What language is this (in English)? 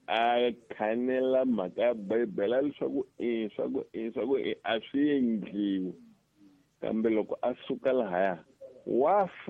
Tsonga